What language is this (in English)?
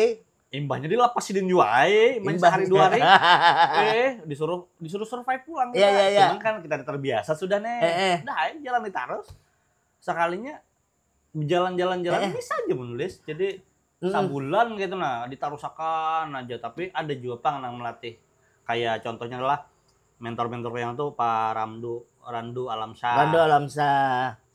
Banjar